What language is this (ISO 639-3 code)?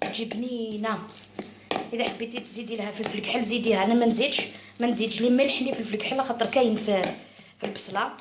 arq